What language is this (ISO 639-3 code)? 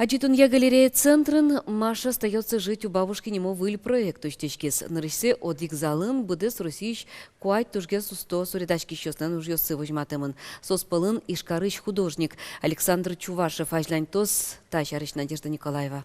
udm